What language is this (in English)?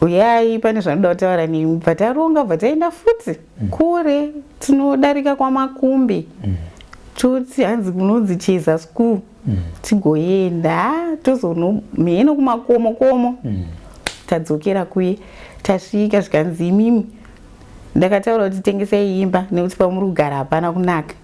Shona